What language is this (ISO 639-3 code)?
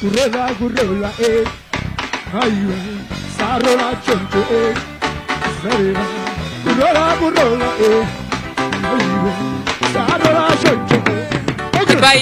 nya